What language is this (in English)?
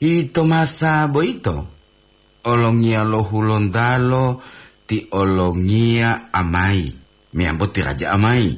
Gorontalo